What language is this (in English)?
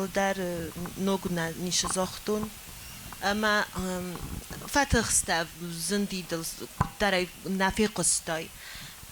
Ossetic